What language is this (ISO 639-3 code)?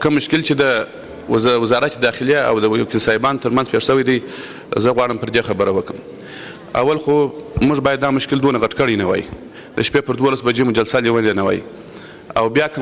pus